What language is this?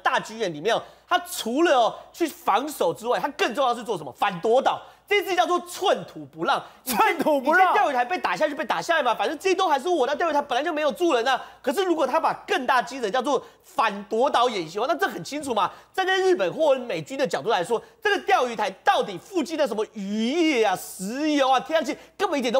Chinese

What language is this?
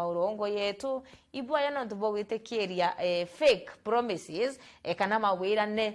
Meru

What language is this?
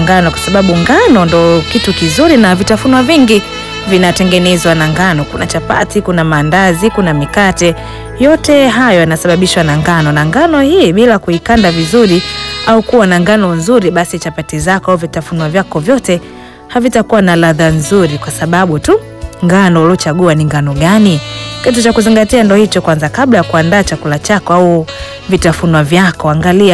Swahili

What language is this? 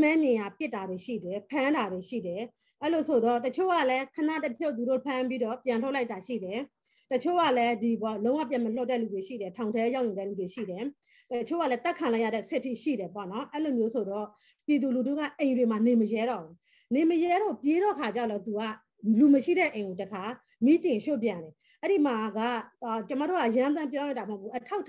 Burmese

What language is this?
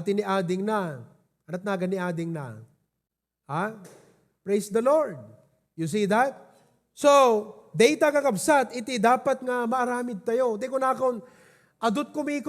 Iloko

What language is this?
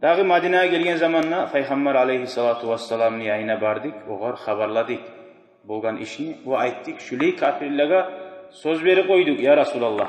Kumyk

